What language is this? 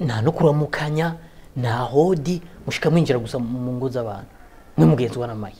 Rundi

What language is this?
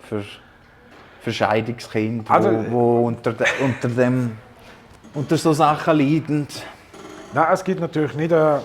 Swiss German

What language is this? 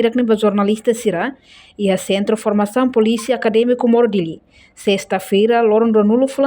Tetum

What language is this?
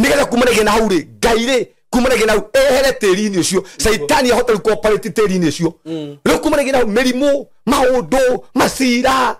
Kikuyu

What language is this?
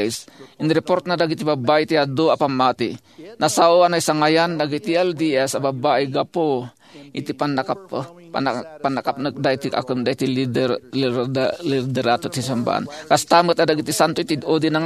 Iloko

